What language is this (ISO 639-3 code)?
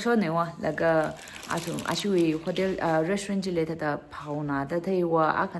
nmf